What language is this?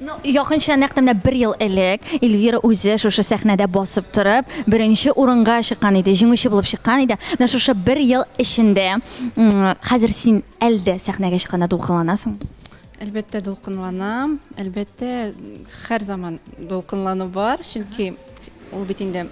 Tatar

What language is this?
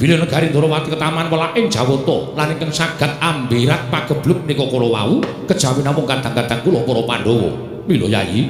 Javanese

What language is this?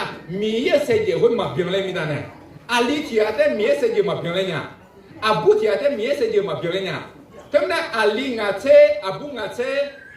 Akha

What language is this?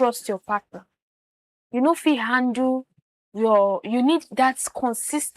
Nigerian Pidgin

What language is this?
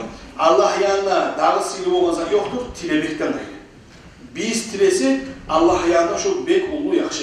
Kumyk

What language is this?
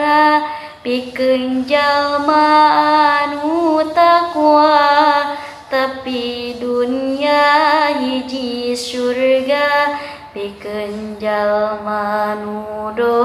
Sundanese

